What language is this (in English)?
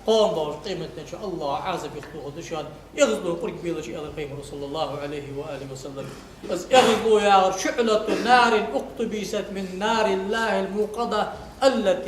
Ingush